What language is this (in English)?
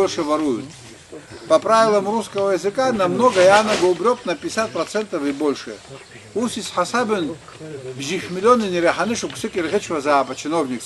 Abkhazian